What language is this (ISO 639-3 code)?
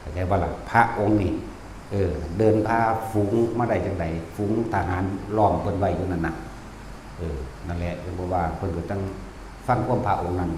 tts